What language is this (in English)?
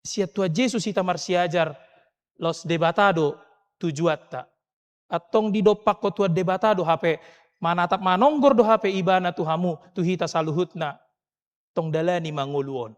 Batak Toba